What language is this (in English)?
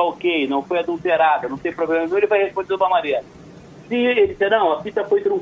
Portuguese